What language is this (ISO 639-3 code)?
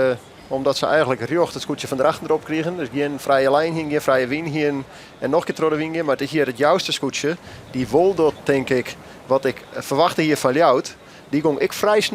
fry